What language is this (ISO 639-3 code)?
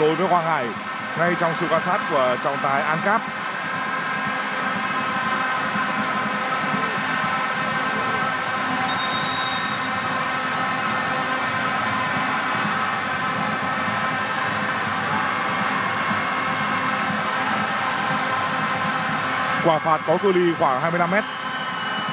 vie